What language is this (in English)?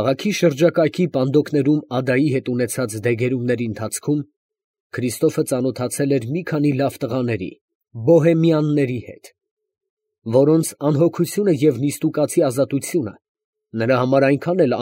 Armenian